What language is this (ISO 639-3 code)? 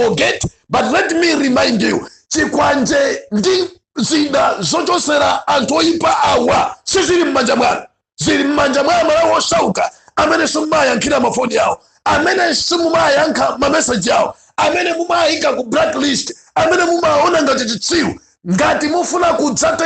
nya